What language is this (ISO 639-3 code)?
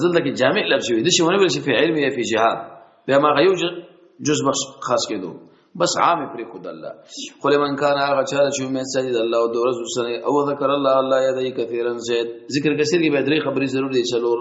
pus